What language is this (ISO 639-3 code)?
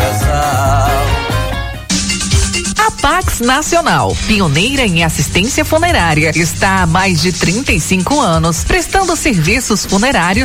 por